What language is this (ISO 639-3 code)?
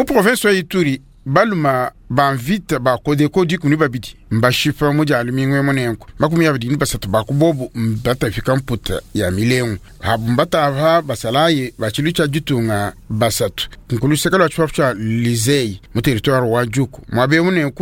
lua